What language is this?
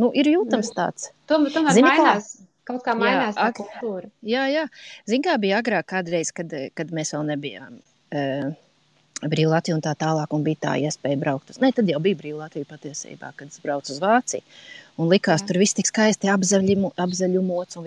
Latvian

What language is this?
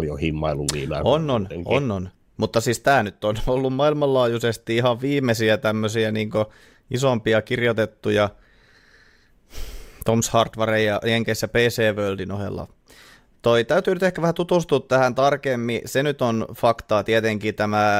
Finnish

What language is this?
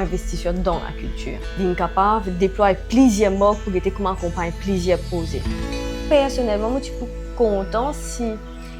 Morisyen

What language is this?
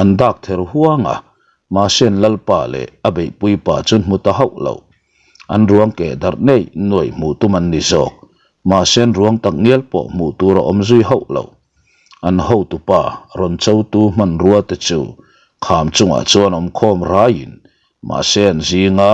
Mizo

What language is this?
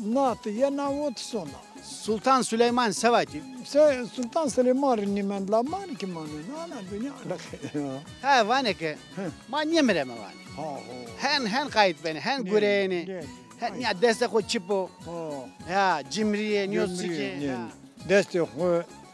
Zaza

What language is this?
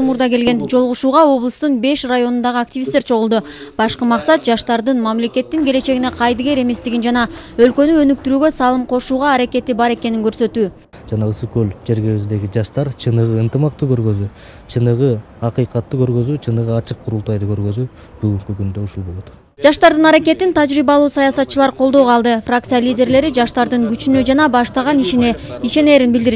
Kyrgyz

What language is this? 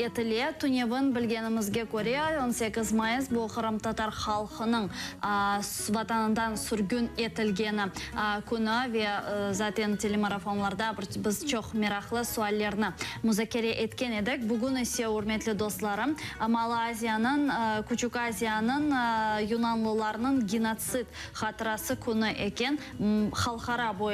Crimean Tatar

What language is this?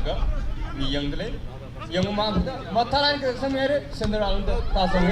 Tangkhul Naga (India)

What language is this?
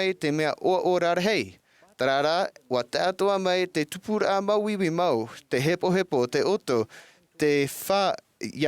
Tahitian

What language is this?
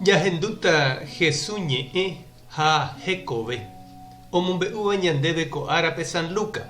Guarani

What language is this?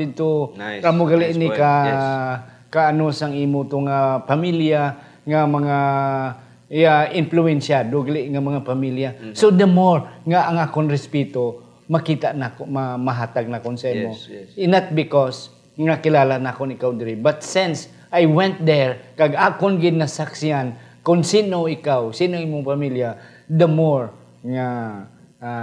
Hiligaynon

